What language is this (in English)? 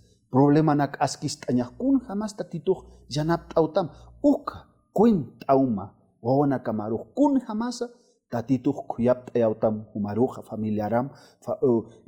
Aymara